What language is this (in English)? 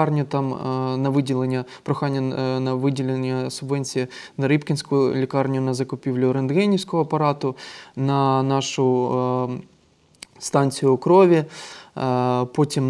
Ukrainian